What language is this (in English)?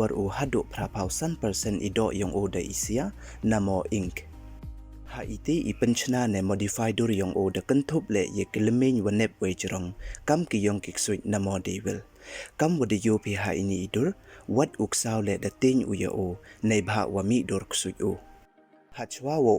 Pnar